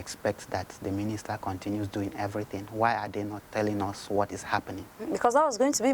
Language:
Nigerian Pidgin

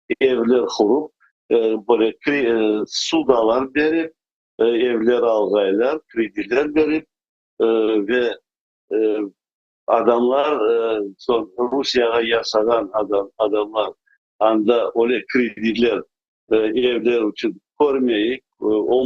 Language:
Crimean Tatar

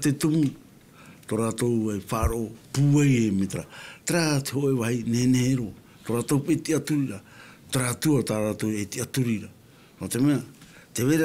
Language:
Tahitian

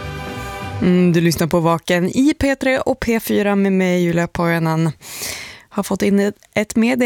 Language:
Swedish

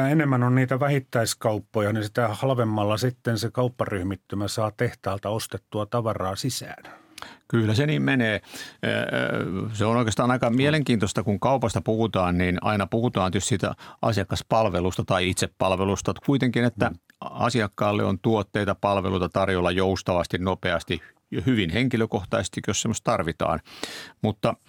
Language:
Finnish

